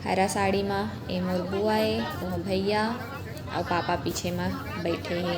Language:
Chhattisgarhi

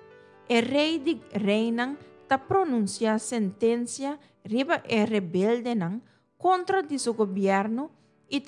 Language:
Papiamento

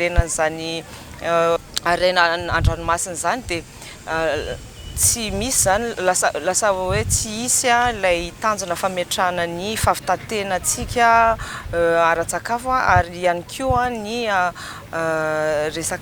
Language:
Malagasy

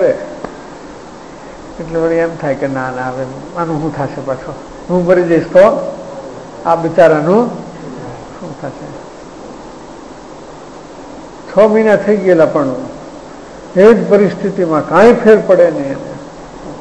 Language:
Gujarati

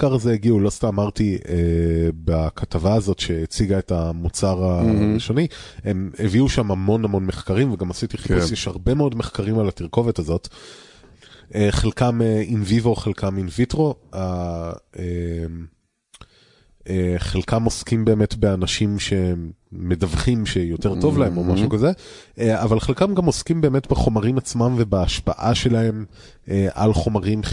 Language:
Hebrew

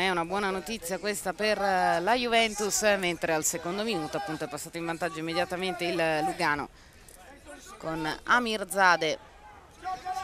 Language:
Italian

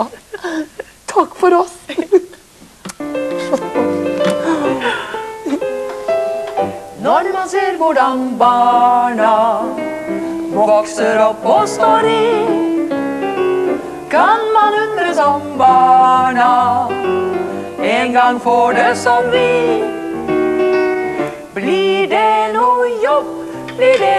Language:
Norwegian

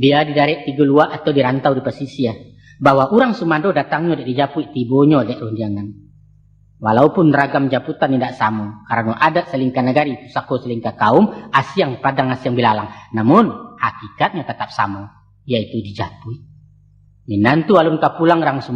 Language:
Minangkabau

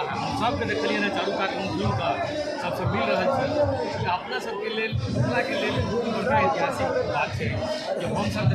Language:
Maithili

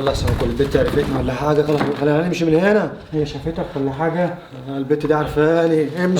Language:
Egyptian Arabic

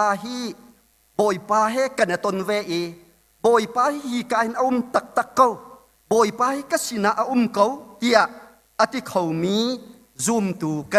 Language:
Hakha Chin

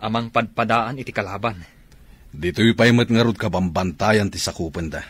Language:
Iloko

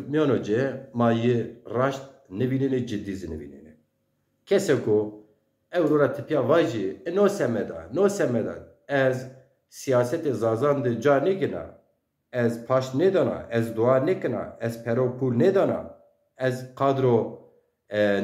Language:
Zaza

